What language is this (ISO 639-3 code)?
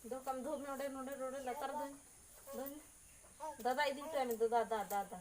sat